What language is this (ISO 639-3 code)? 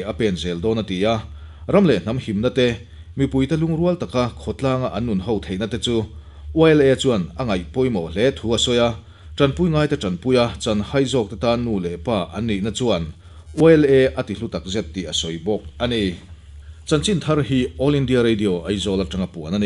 lus